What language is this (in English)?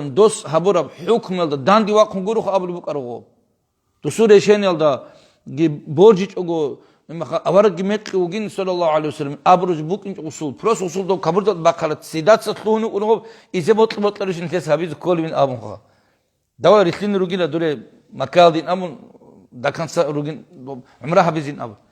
Avaric